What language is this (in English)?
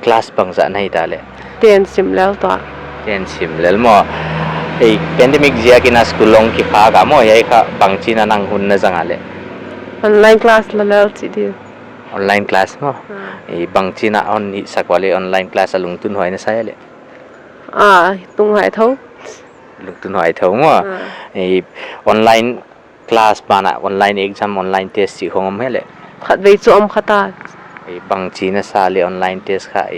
Paite Chin